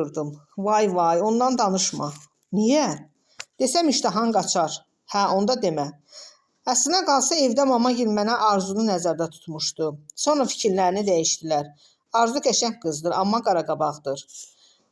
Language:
Azerbaijani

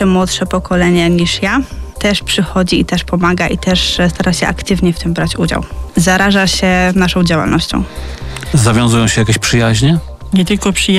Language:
Polish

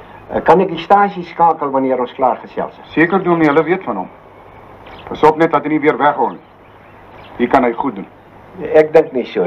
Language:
Afrikaans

